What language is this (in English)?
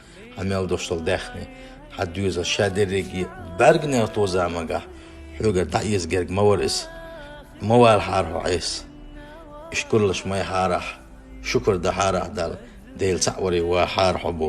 Chechen